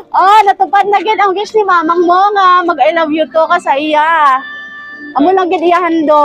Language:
Cebuano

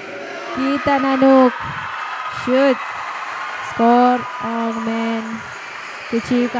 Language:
Pohnpeian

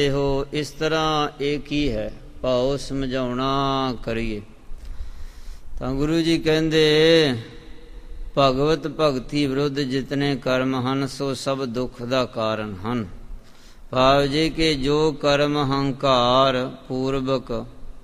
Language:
Punjabi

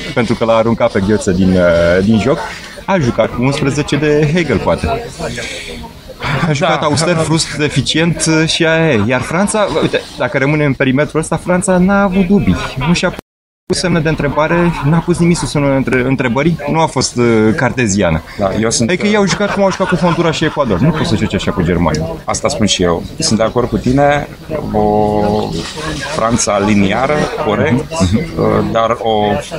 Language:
Romanian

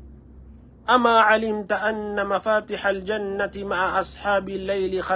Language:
Maranao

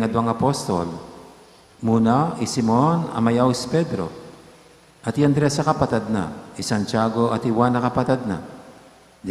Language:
Pampanga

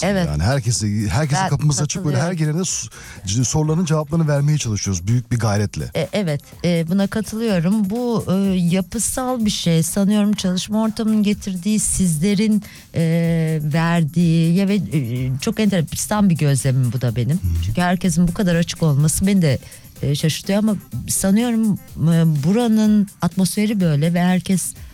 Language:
Turkish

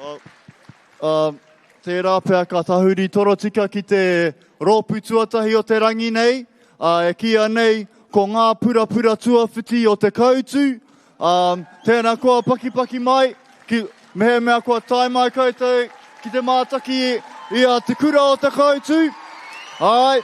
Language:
Māori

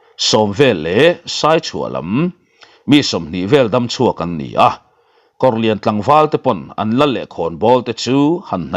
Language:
Mizo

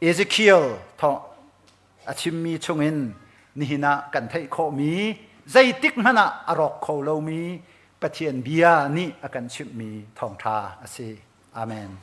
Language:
Hakha Chin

